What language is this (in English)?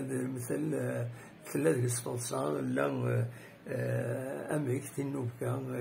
Kabyle